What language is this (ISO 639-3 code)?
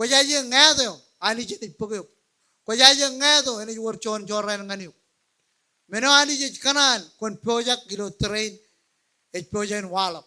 mah